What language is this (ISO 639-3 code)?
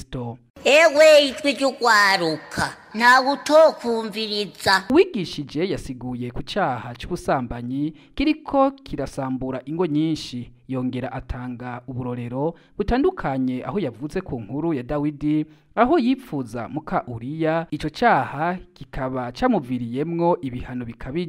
run